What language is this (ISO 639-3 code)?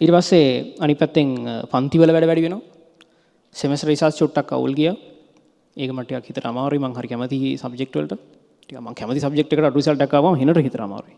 sin